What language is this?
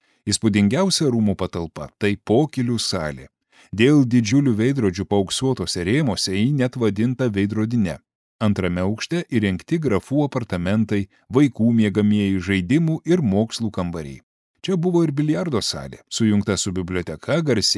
Lithuanian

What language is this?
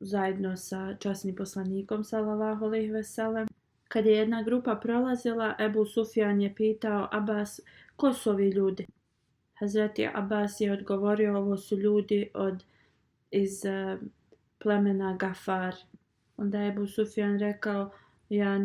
Bosnian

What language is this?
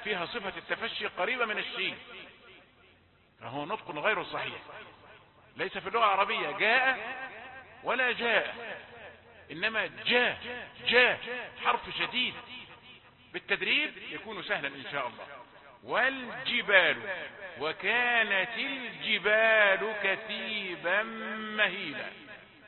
Arabic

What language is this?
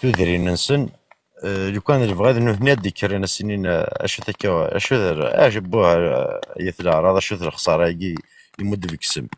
Kabyle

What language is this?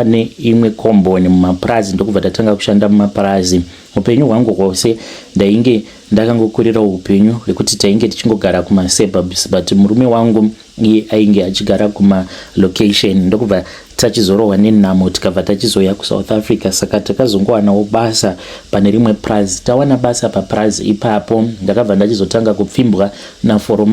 Shona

